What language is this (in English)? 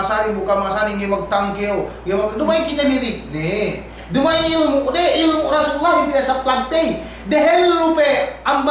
Yakan